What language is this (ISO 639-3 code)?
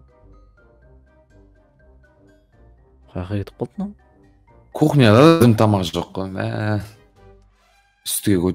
kaz